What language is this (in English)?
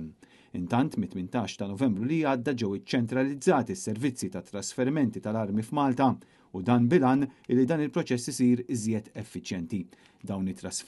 Maltese